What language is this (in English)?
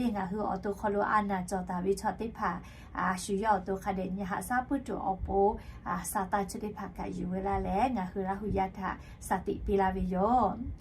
Lahu